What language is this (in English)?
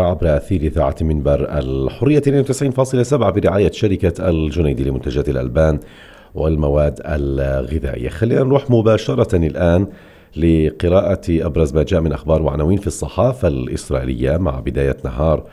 North Levantine Arabic